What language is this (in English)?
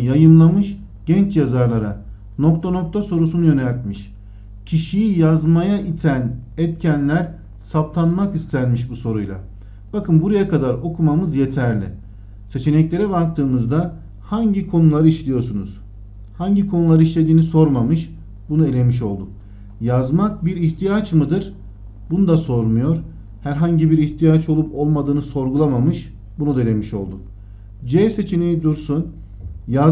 Turkish